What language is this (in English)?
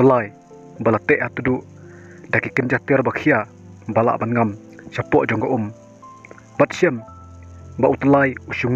Khasi